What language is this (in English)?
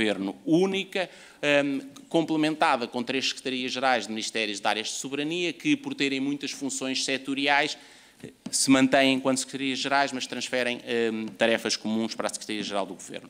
Portuguese